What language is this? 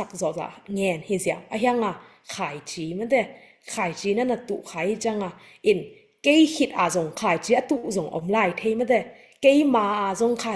Tedim Chin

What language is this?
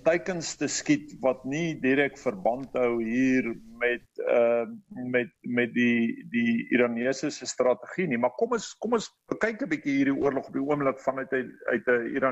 Afrikaans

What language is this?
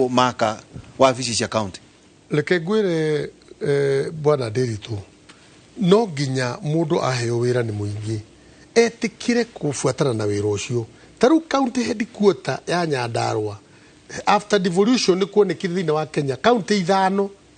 Kikuyu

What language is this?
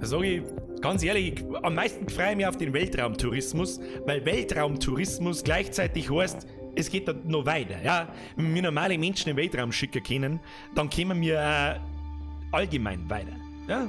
Bavarian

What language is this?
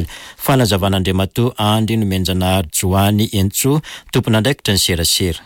Malagasy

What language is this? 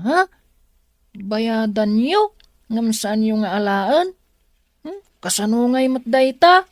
Iloko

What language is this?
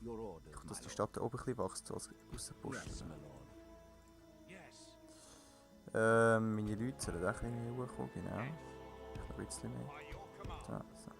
Swiss German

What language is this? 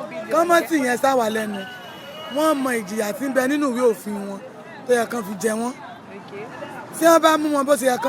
Yoruba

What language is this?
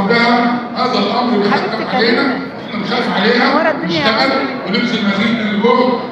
Egyptian Arabic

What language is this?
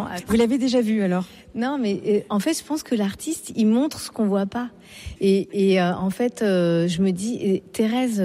French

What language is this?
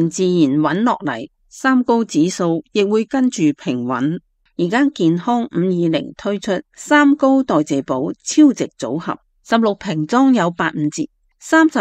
Cantonese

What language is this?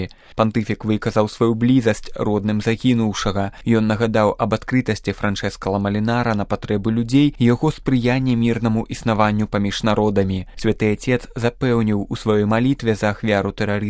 Belarusian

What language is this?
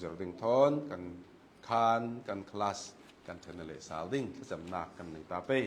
Hakha Chin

